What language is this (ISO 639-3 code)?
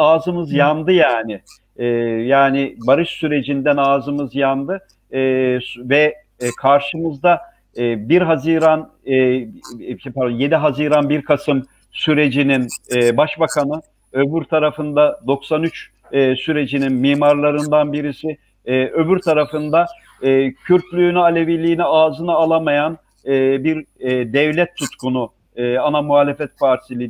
tur